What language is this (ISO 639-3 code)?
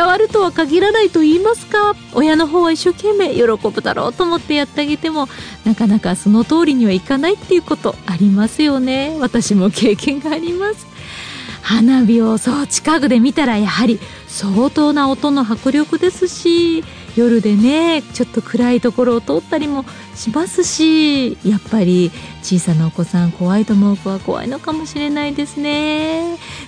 jpn